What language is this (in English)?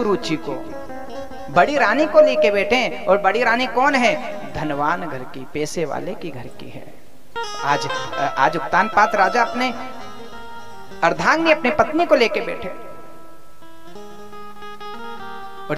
Hindi